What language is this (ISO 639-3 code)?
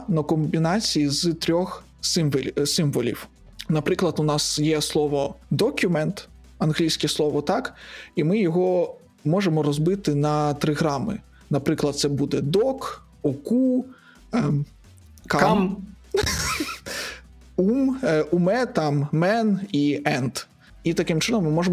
ukr